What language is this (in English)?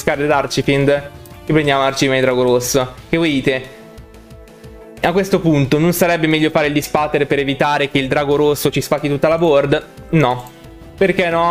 Italian